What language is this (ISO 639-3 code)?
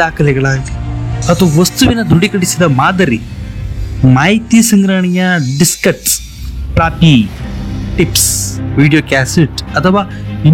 kan